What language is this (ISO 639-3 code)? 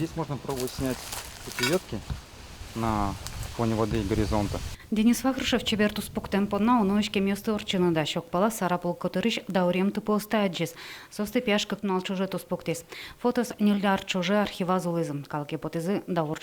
udm